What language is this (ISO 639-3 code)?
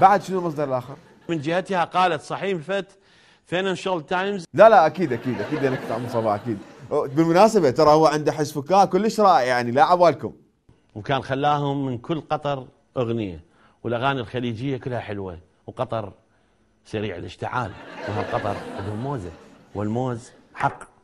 acm